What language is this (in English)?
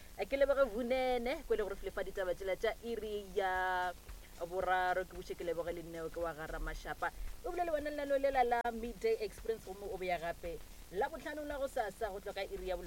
Northern Sotho